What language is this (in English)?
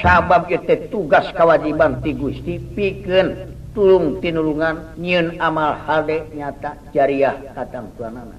Sundanese